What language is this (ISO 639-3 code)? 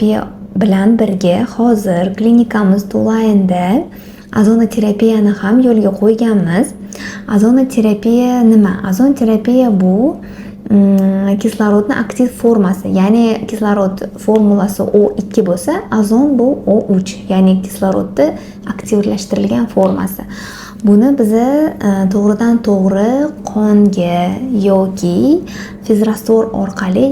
uzb